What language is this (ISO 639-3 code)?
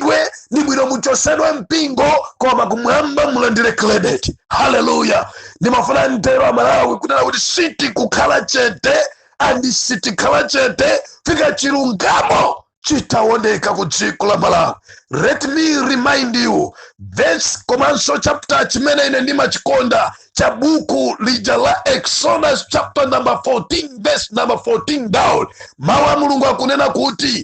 nya